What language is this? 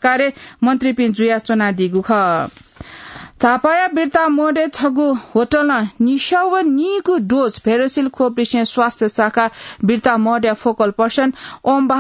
Newari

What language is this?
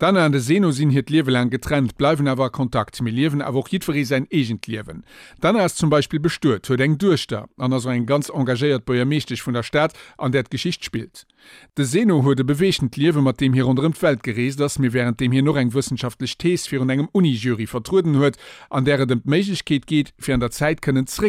Luxembourgish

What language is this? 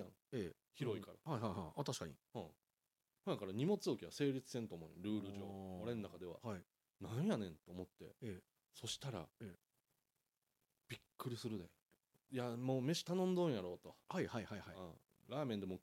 Japanese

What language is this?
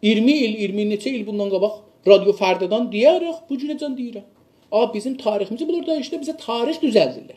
South Azerbaijani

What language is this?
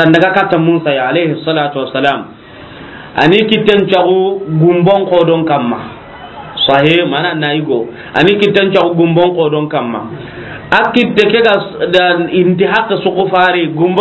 Soninke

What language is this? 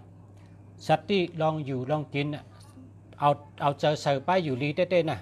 Shan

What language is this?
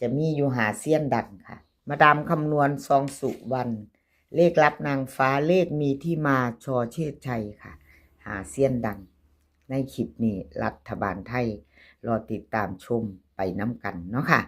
Northeastern Thai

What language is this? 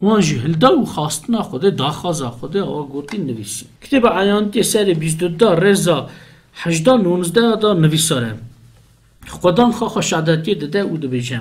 Kurdish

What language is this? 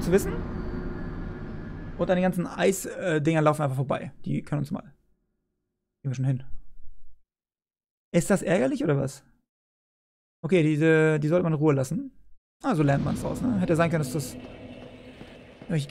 German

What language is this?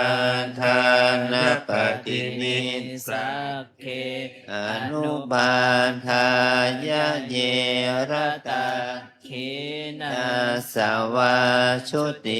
Pali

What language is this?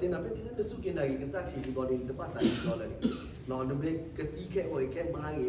S'gaw Karen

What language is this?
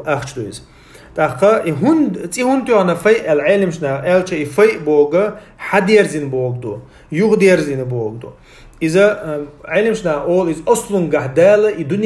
Chechen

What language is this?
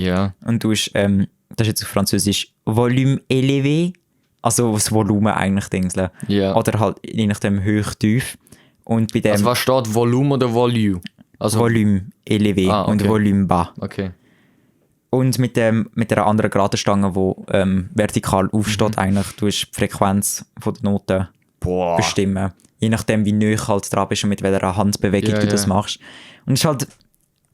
Swiss German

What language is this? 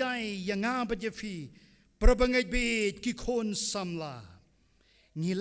Khasi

